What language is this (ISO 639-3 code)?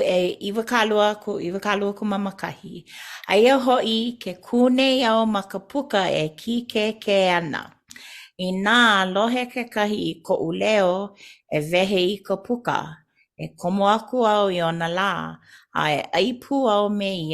haw